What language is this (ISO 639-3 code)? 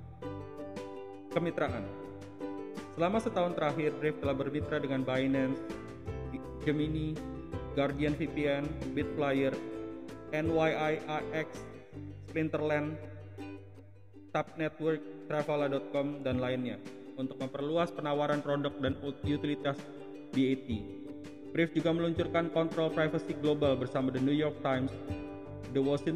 ind